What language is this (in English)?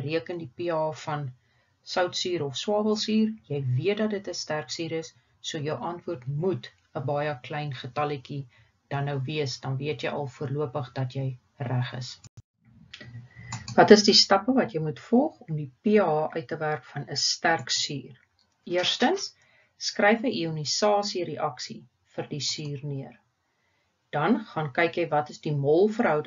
Afrikaans